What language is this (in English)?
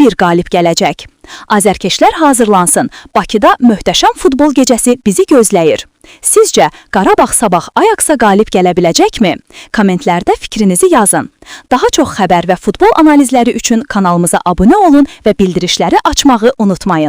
Azerbaijani